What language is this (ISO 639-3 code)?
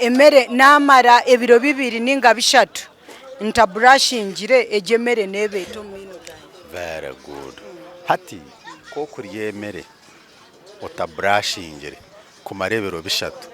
nyn